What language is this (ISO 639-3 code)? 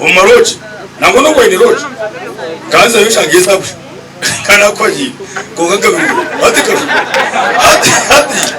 nyn